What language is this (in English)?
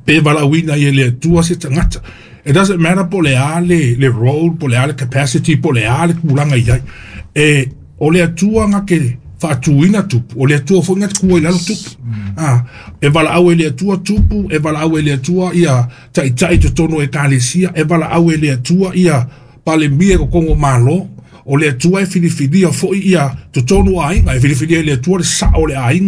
Samoan